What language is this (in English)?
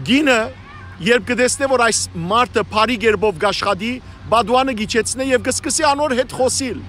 Western Armenian